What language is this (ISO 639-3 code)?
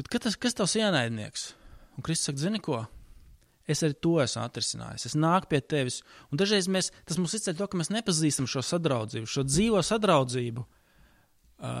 lav